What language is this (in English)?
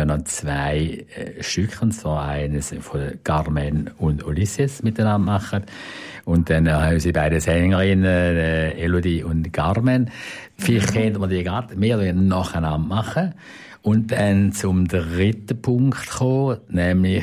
German